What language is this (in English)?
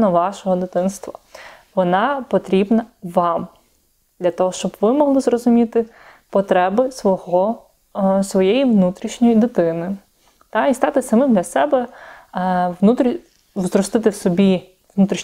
Ukrainian